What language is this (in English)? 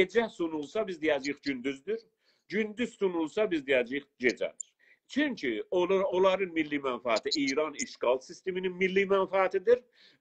South Azerbaijani